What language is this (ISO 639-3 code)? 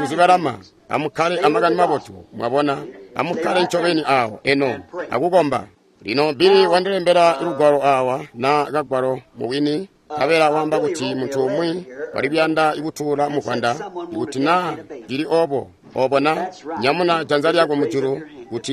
toi